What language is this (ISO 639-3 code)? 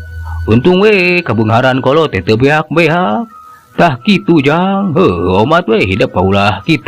sun